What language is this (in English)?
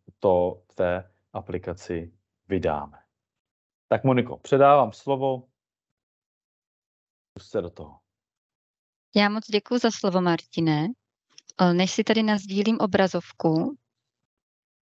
Czech